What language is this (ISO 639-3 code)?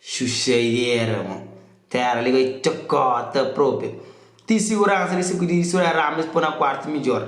kea